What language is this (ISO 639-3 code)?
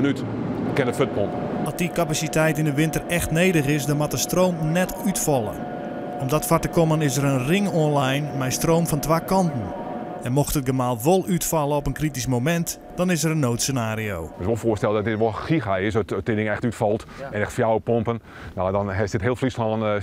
fry